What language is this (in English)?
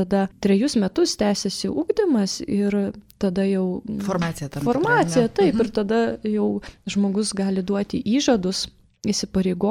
Lithuanian